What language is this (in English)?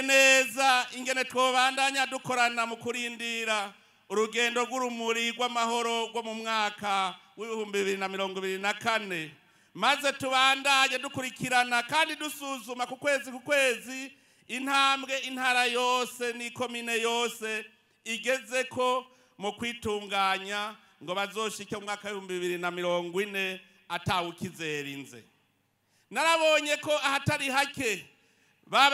Rundi